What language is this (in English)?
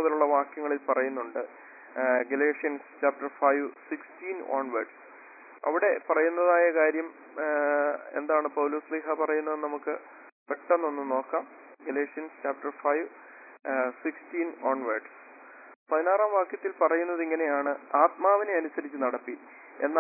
Malayalam